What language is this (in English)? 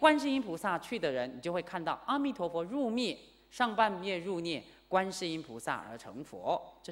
Chinese